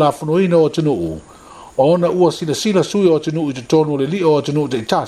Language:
Samoan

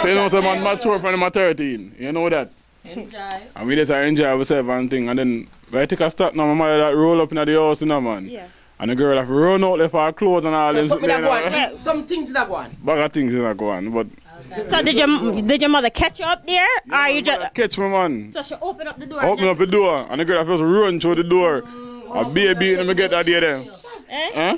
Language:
Jamaican Creole English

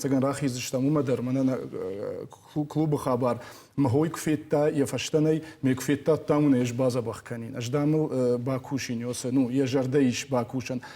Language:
Ossetic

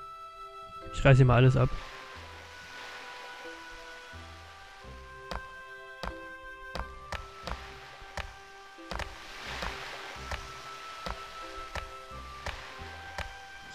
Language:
German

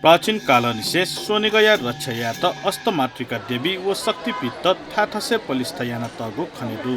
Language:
Newari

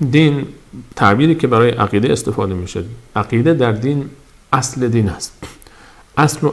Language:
Persian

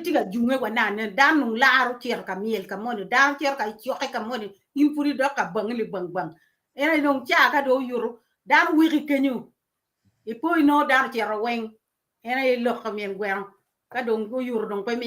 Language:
Acoli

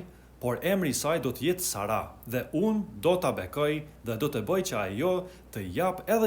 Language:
Albanian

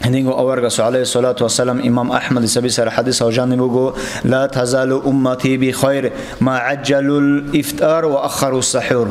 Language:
Avaric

